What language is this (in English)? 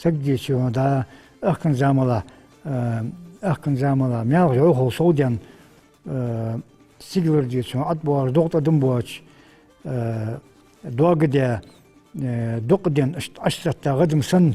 Ingush